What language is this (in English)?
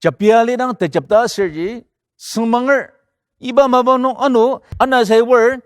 Ao Naga